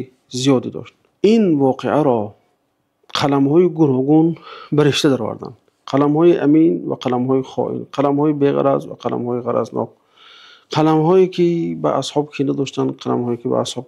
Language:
Tajik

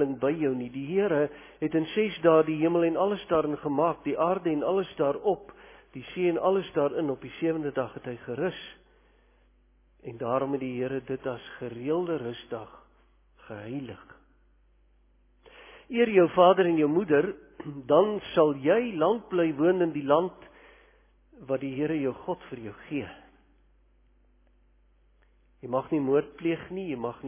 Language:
Afrikaans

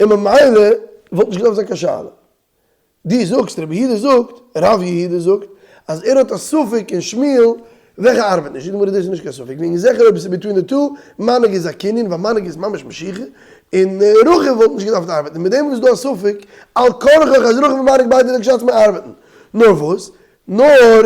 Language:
Yiddish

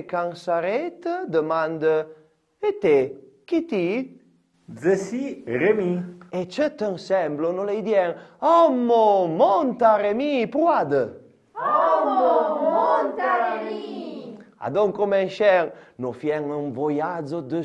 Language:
Arpitan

